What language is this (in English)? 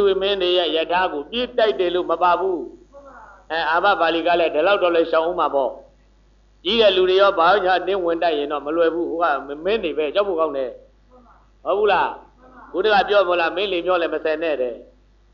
Burmese